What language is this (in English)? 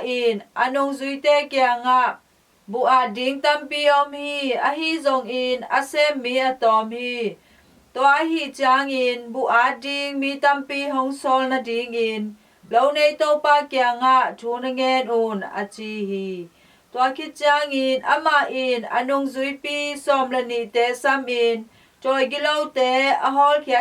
Tedim Chin